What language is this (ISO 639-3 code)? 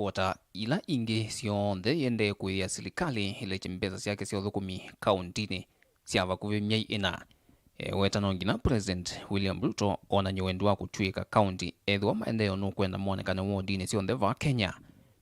kam